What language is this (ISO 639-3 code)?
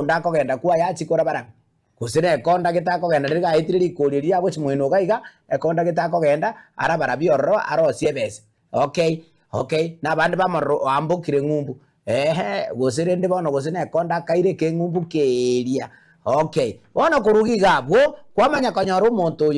guz